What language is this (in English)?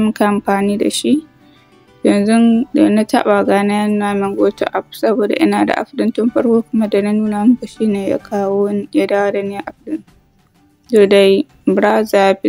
Hausa